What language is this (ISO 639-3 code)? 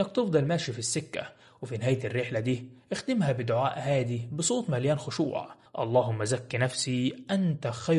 arz